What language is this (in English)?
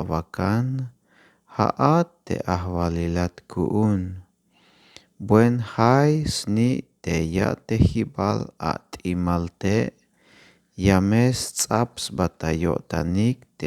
Tzeltal